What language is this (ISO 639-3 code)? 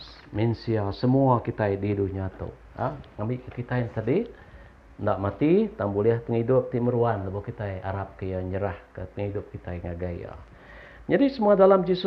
iba